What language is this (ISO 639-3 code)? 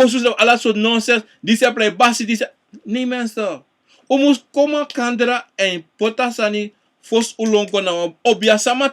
srn